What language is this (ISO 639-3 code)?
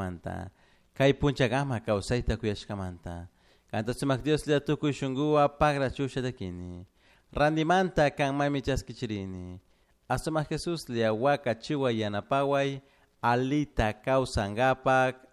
qug